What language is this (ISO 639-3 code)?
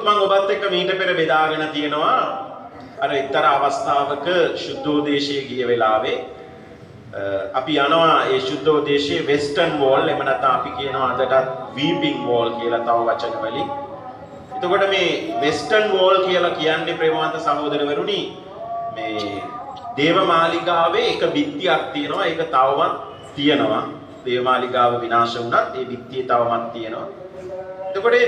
sin